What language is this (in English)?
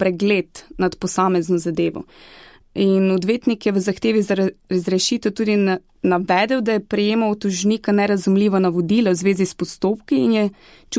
Slovenian